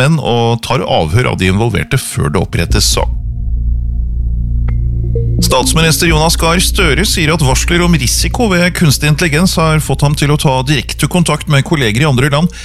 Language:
Norwegian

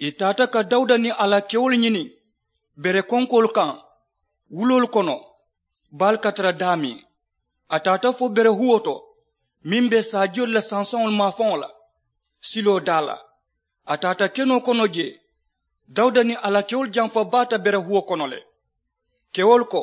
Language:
Mandingo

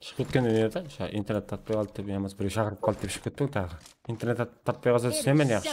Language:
Kara-Kalpak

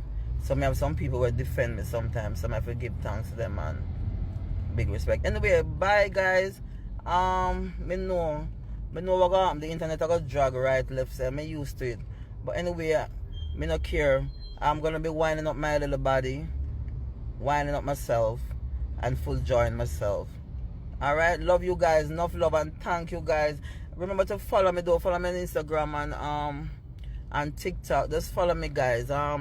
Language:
Jamaican Creole English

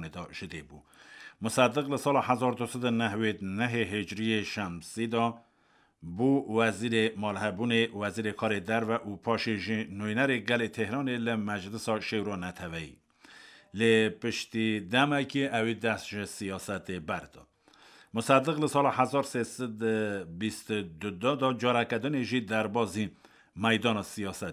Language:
Kurdish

